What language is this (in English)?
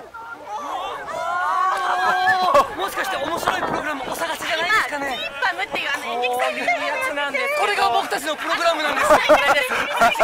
Japanese